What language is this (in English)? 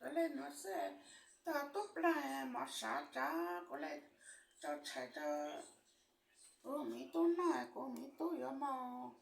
Hmong